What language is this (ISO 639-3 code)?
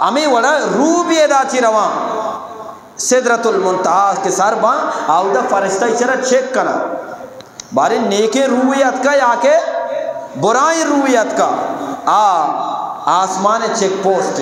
bgp